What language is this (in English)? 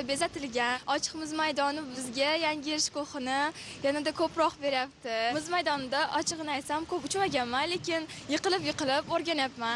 Uzbek